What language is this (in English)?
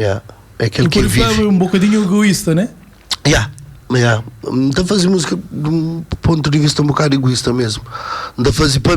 Kabuverdianu